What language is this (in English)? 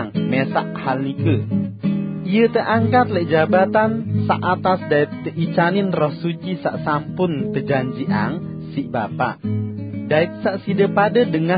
Sasak